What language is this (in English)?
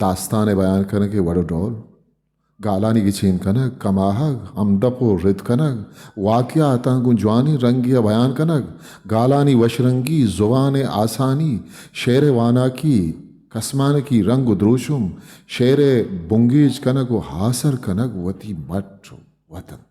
Eastern Balochi